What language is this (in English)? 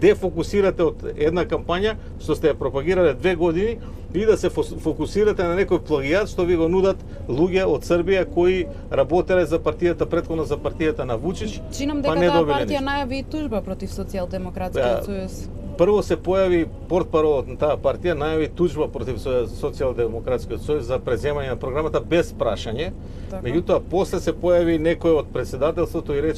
Macedonian